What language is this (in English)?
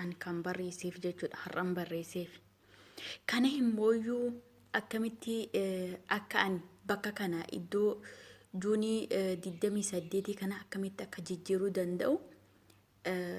Oromo